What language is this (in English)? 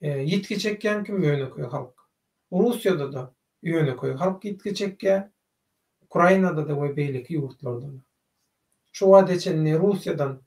Turkmen